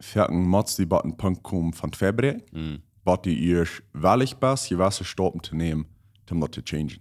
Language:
Plautdietsch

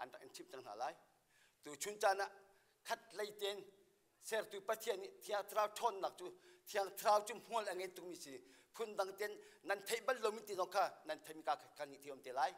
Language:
Hakha Chin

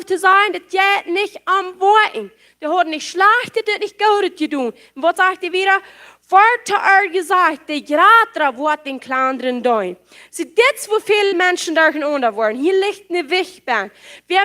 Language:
Plautdietsch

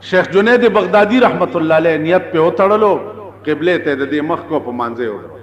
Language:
Pashto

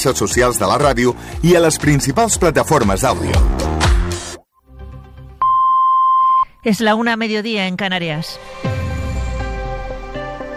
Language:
Catalan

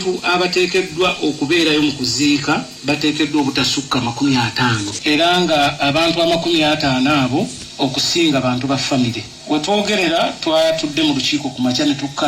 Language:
Ganda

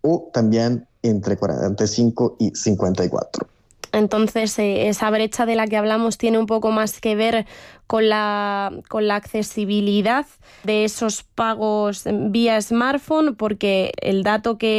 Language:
Spanish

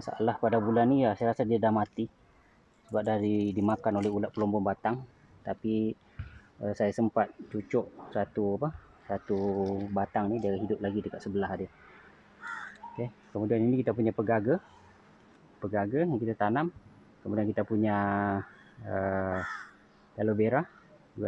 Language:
Malay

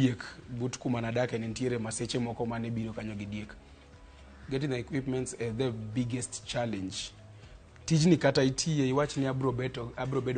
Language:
Luo (Kenya and Tanzania)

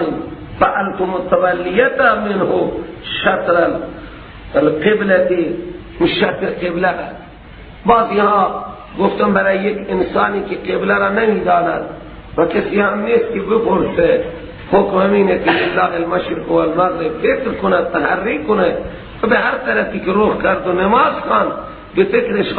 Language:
Persian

